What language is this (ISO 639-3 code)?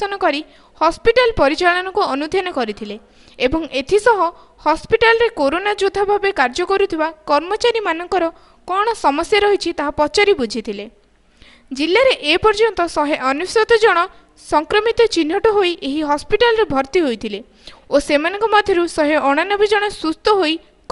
ori